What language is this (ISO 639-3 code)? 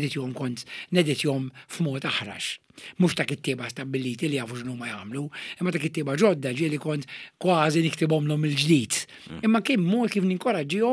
mlt